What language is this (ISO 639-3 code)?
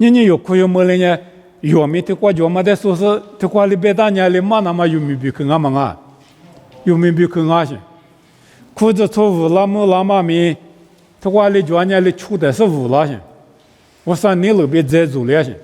lis